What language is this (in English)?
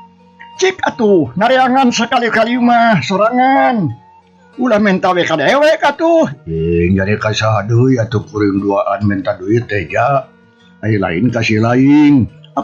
Sundanese